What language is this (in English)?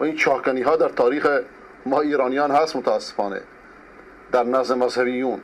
Persian